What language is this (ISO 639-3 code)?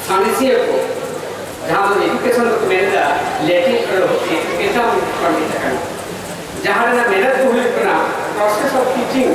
sat